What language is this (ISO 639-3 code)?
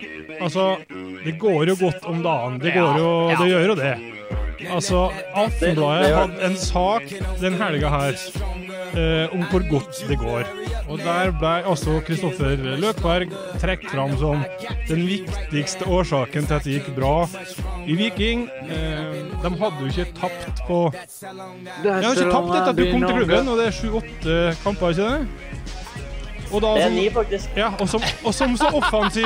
nor